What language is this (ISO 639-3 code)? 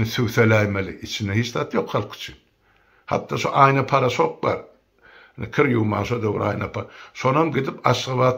tuk